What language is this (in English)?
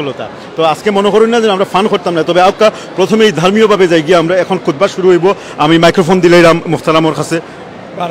Sylheti